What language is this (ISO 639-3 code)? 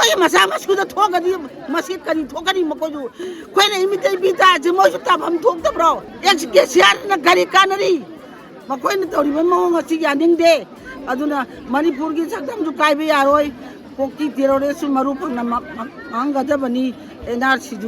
mni